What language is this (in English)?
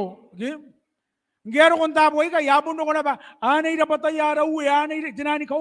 Gilbertese